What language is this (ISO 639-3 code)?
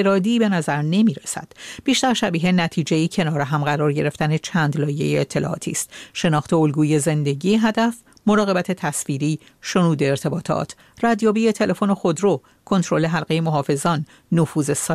fas